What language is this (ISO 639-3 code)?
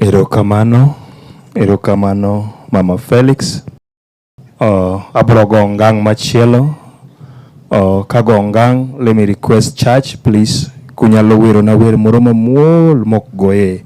luo